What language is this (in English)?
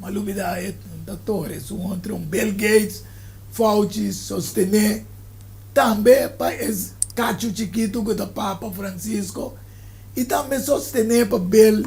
Papiamento